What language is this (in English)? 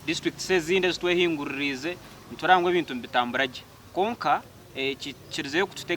Nyankole